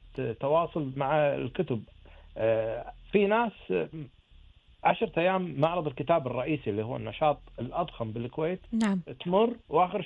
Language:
Gulf Arabic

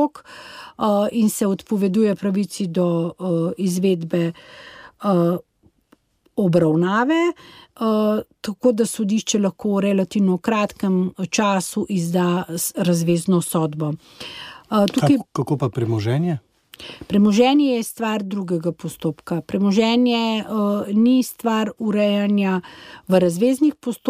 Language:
Slovenian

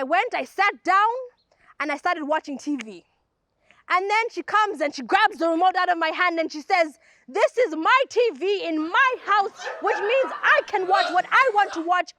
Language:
English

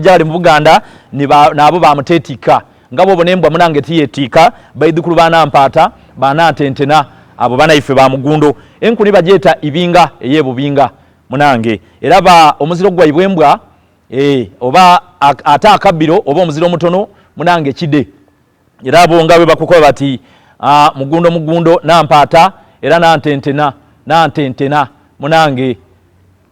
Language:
Soga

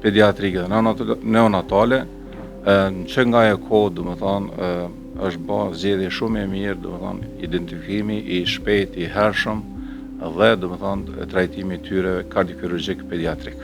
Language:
Albanian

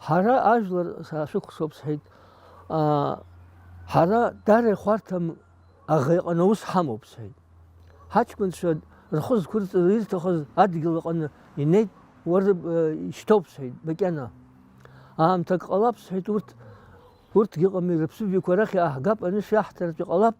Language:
Abkhazian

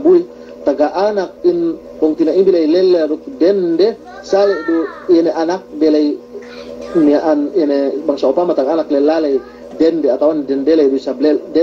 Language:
Yakan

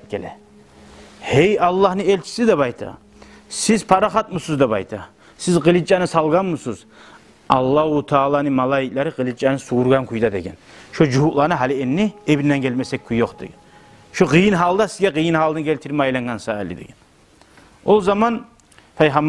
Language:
Kumyk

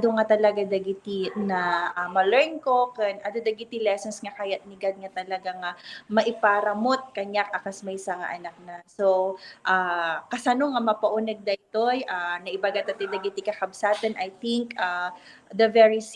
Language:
Iloko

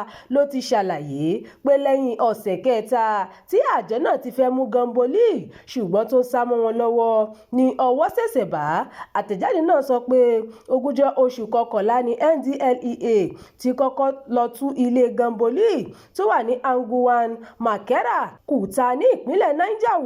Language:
Yoruba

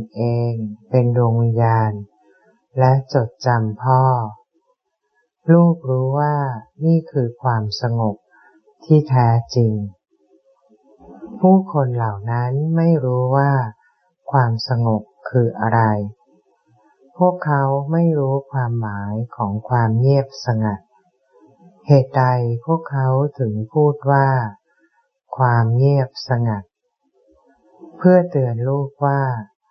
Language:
Thai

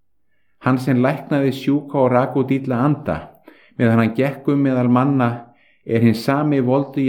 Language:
Icelandic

